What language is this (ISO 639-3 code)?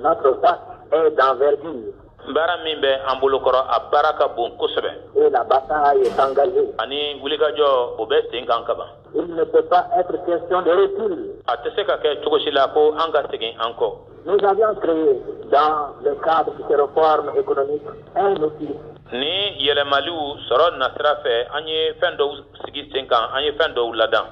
bam